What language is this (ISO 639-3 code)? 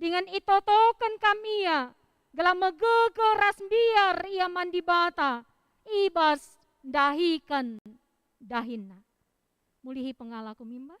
btx